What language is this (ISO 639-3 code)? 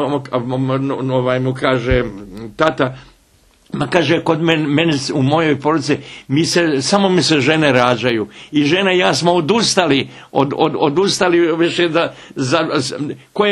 bos